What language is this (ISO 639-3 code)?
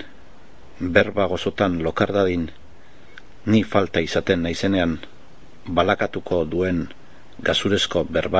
eus